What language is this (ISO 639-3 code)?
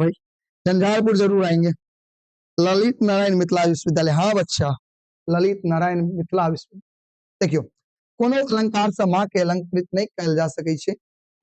mai